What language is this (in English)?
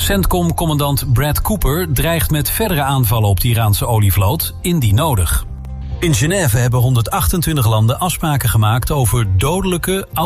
Dutch